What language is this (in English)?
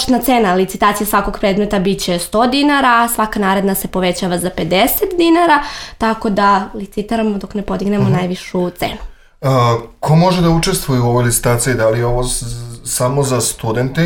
Serbian